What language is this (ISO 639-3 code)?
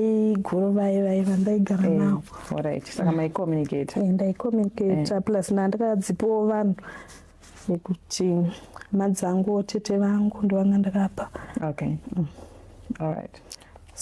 sna